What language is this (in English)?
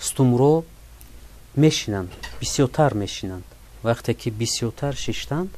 Tajik